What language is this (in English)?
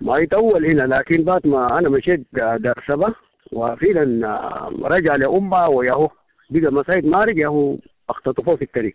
Sudanese Arabic